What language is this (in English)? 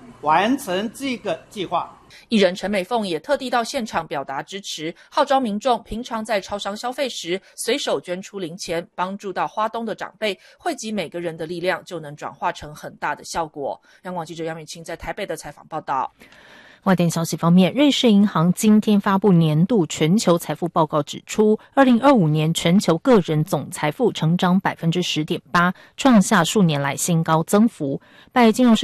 Chinese